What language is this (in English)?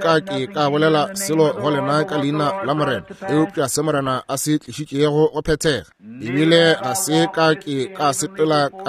Northern Sotho